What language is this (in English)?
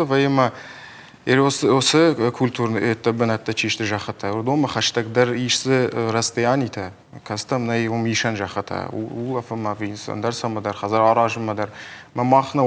Ossetic